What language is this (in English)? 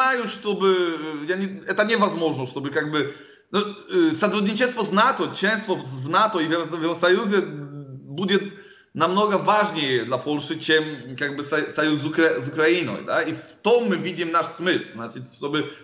Russian